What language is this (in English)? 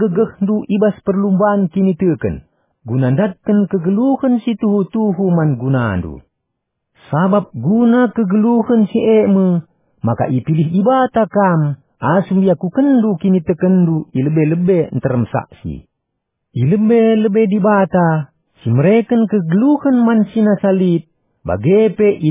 Batak Karo